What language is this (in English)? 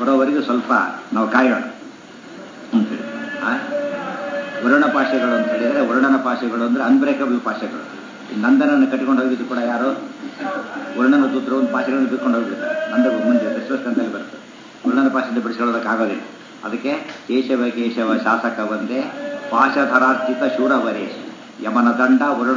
Kannada